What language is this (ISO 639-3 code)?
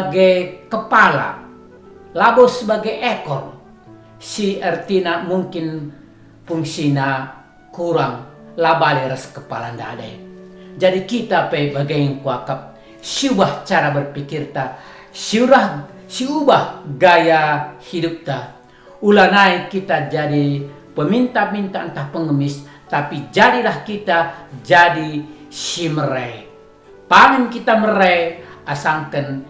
btx